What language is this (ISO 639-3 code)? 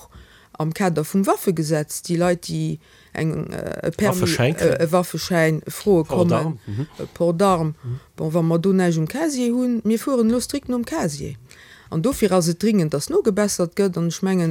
ltz